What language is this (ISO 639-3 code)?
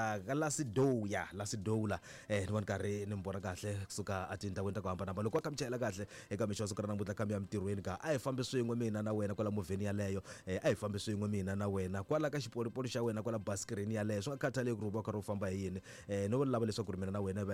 tso